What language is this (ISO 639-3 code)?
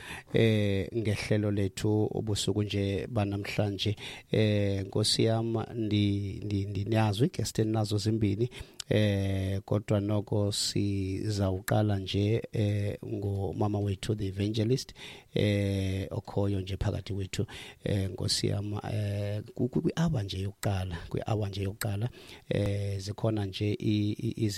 xho